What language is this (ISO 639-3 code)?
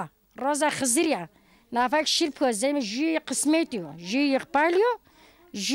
zza